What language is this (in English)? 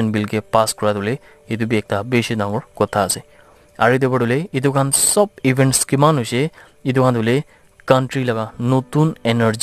Naga Pidgin